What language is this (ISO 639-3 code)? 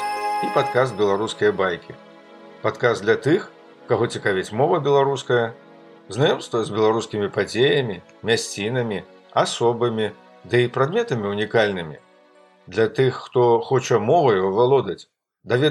bel